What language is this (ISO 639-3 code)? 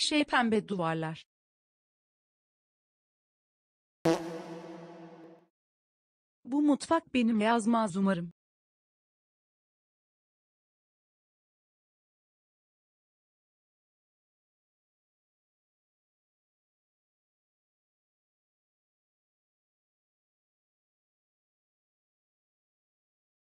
tur